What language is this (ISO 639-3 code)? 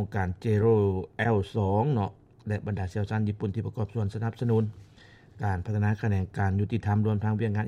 lao